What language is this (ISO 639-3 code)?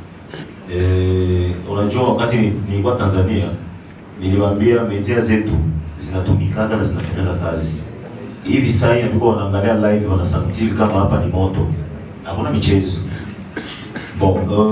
swa